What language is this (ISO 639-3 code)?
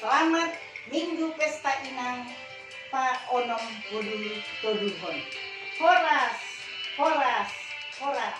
bts